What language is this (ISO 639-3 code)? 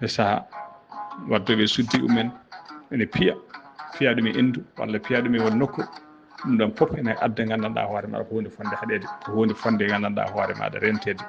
ful